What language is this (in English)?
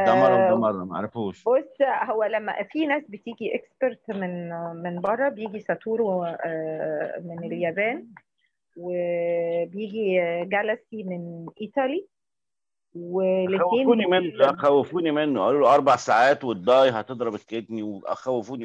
Egyptian Arabic